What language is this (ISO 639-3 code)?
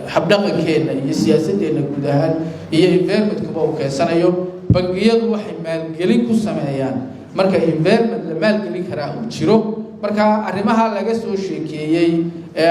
som